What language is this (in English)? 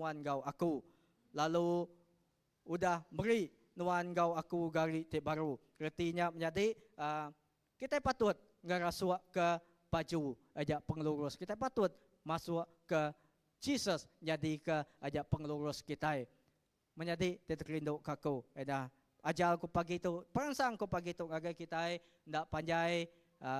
Iban